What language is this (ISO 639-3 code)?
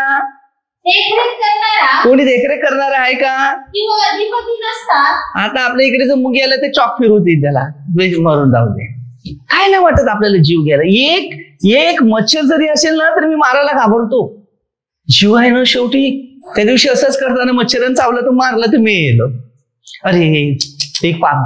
mar